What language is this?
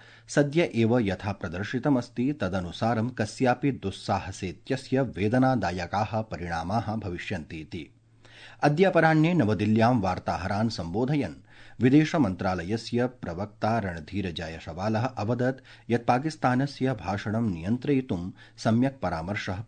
Sanskrit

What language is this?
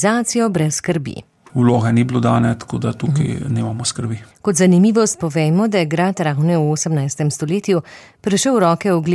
Slovenian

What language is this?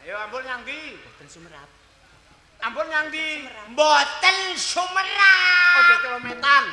Javanese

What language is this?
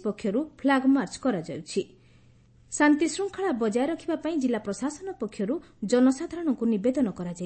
Odia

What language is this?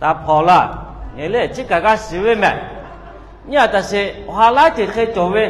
Lahu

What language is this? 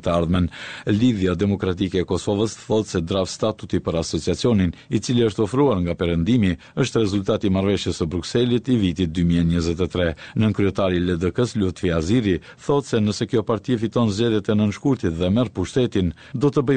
Albanian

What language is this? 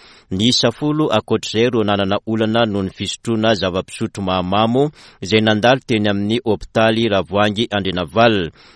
Malagasy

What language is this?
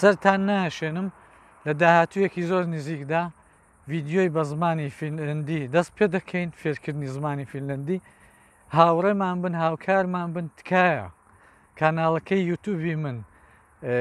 Central Kurdish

